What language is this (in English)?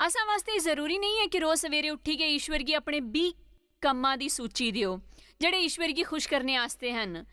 Dogri